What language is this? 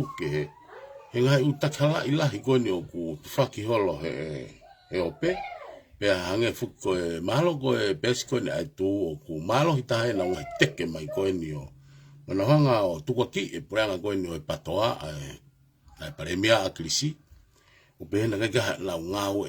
Tongan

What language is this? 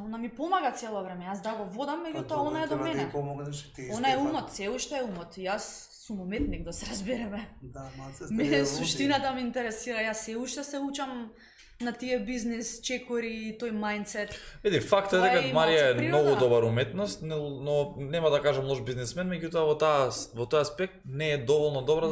Macedonian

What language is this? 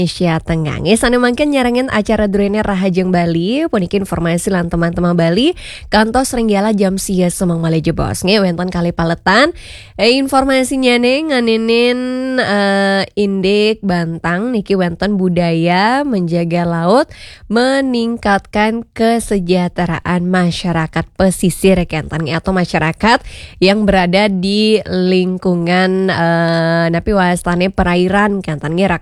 Balinese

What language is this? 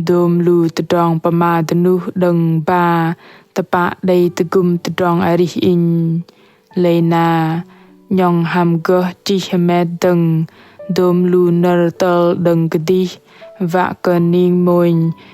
Bahnar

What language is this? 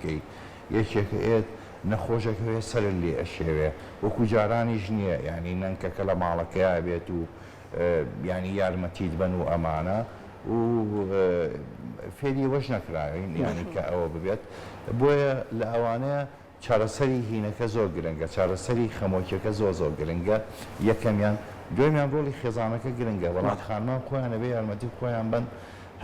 Central Kurdish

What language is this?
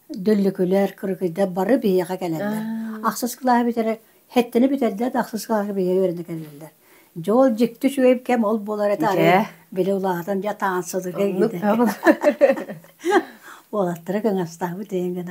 Yakut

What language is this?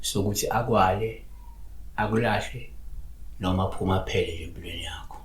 Zulu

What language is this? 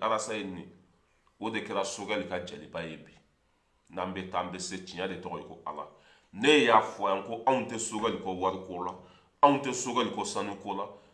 Bambara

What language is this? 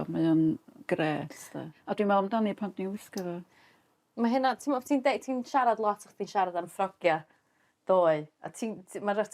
Welsh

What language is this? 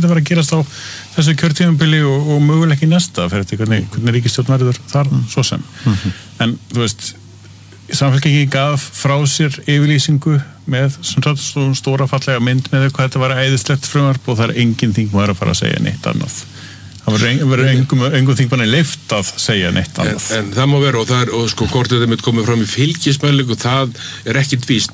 Icelandic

